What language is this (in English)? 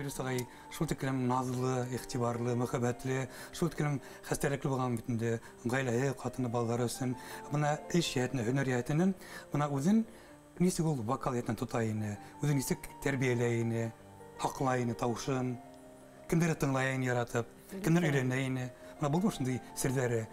Bashkir